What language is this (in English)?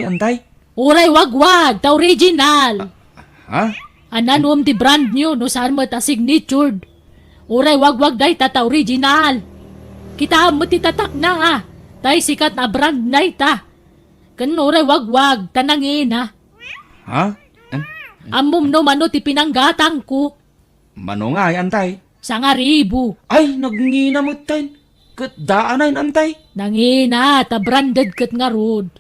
Iloko